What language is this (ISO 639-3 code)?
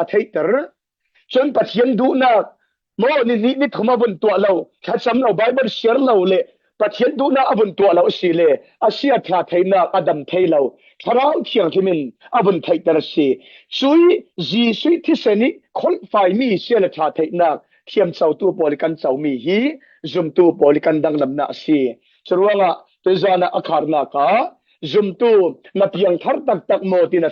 cfm